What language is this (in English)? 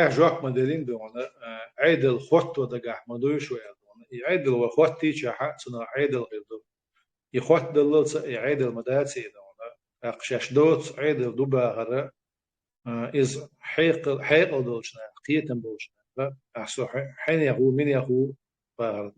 Chechen